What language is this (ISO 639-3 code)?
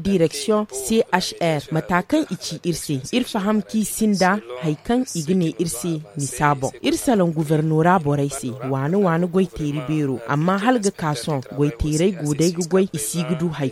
dje